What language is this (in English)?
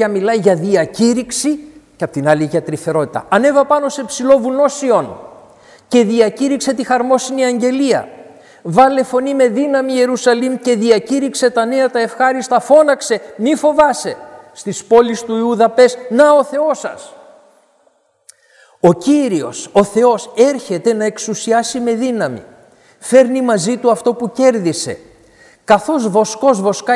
Greek